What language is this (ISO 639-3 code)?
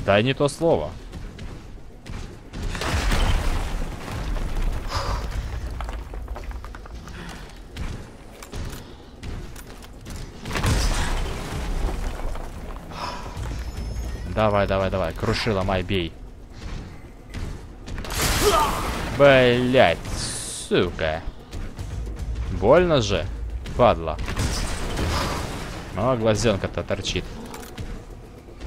rus